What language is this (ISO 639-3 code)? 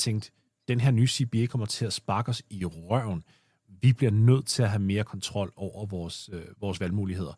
dan